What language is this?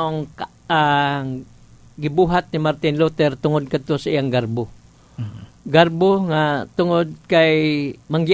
Cebuano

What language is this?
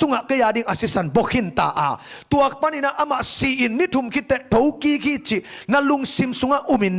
Tedim Chin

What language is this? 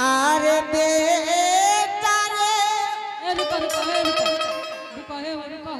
Angika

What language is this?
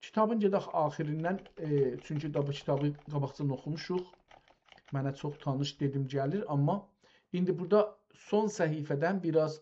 South Azerbaijani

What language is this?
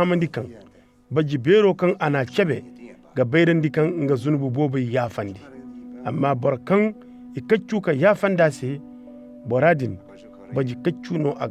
Koyraboro Senni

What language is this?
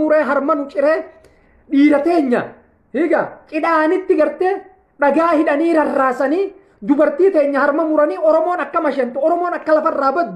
Oromo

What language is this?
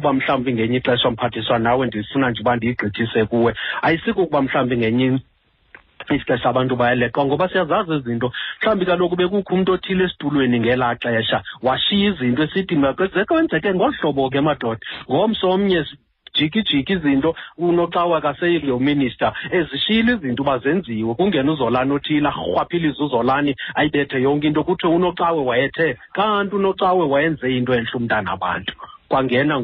Xhosa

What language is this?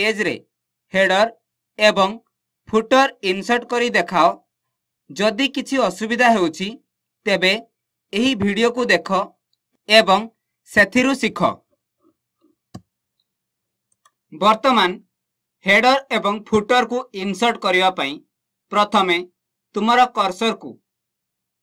Odia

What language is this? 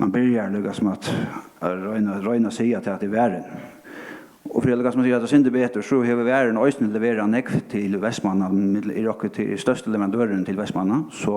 Faroese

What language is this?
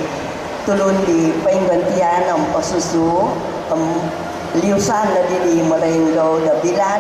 Central Dusun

